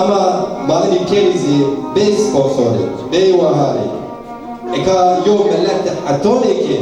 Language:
Zaza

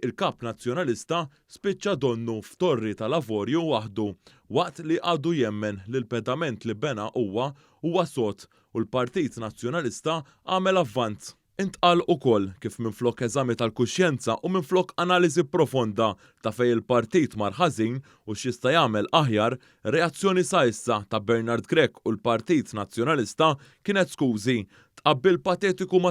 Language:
Maltese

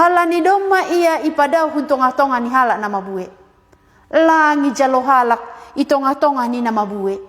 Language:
Batak Simalungun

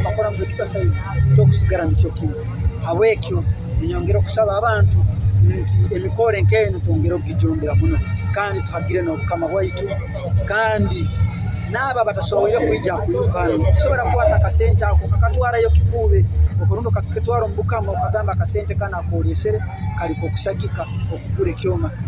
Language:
Nyoro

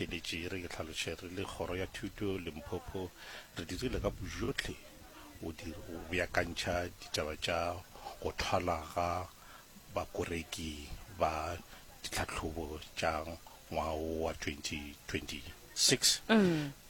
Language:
Northern Sotho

